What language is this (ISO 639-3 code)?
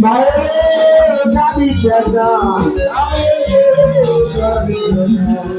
hat